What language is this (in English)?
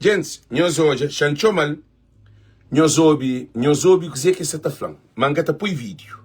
Kabuverdianu